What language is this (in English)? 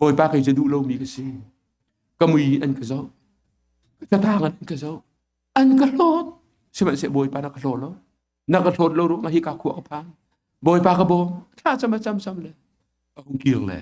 Hakha Chin